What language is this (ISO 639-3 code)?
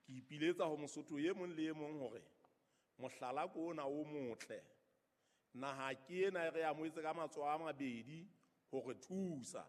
sot